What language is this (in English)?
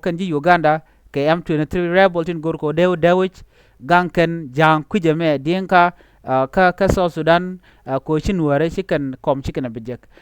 Nuer